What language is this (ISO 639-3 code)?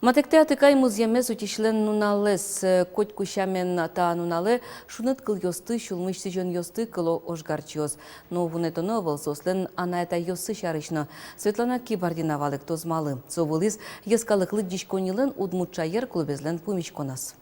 udm